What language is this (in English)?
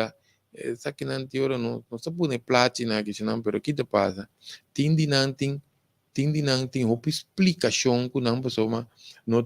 Papiamento